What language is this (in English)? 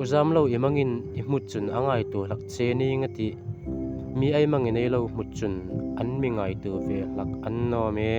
Hmar